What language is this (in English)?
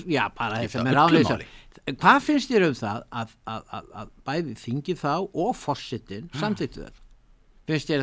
Icelandic